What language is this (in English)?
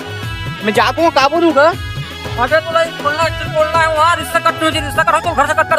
Chhattisgarhi